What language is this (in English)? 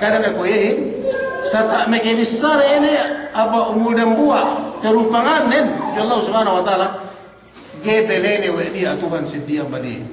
Yakan